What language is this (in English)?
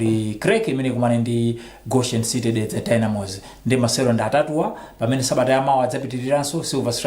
Nyanja